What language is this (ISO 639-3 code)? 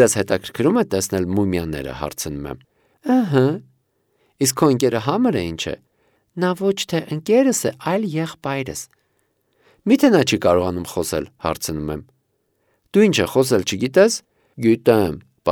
hye